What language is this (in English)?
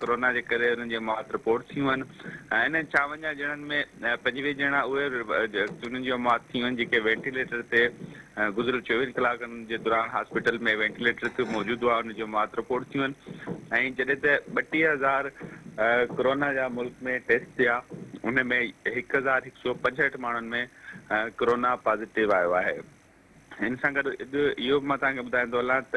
Sindhi